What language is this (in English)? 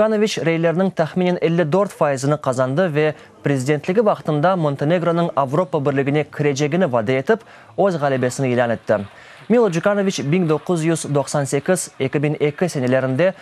Crimean Tatar